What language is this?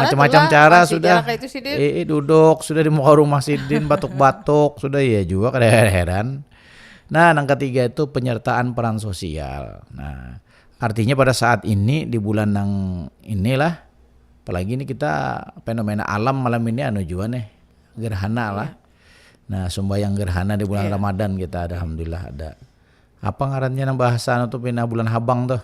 Banjar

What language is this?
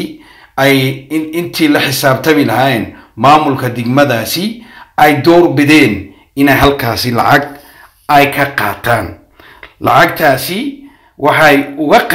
Somali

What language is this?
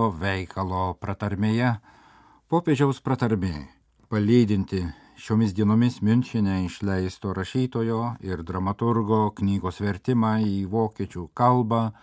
Lithuanian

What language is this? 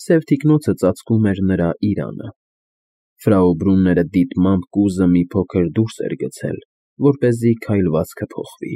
Armenian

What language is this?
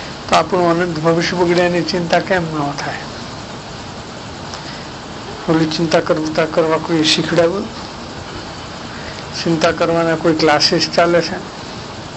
Gujarati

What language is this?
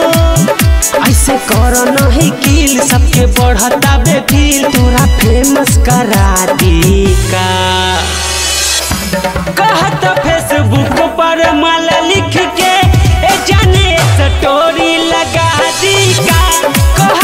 Bhojpuri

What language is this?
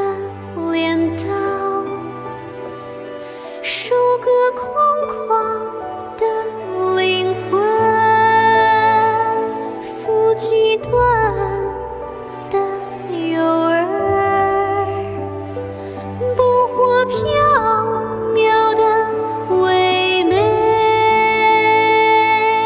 Chinese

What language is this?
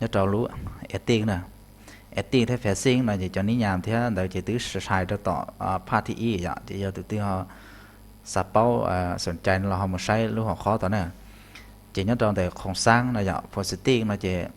Hmong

